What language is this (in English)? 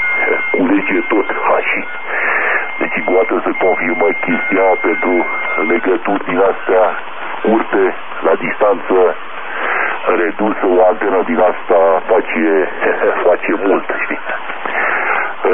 Romanian